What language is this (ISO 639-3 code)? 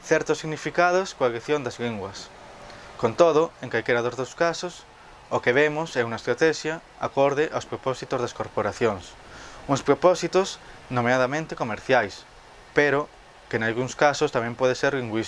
glg